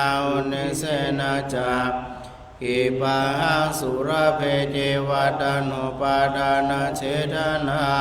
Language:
Pali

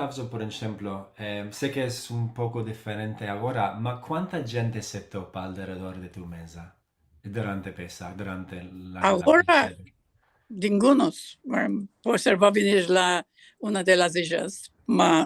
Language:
Ladino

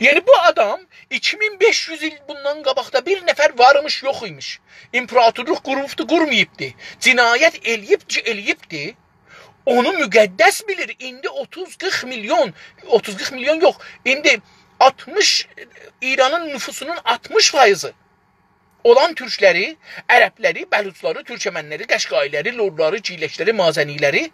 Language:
South Azerbaijani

